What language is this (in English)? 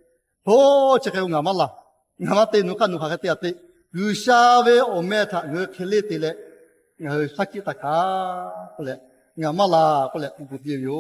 Lahu